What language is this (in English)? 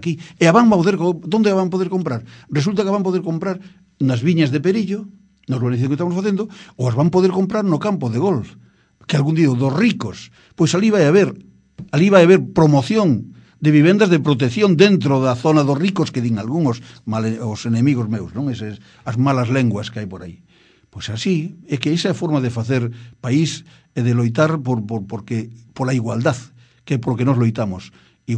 Galician